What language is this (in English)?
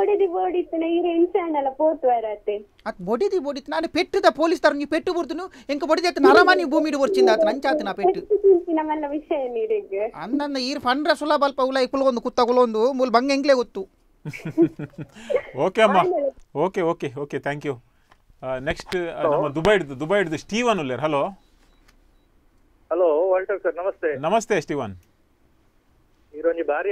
Tulu